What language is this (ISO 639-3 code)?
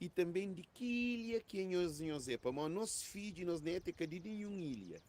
kea